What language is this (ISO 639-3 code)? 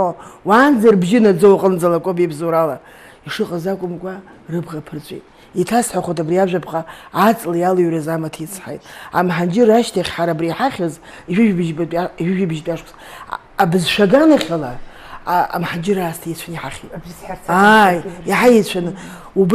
abk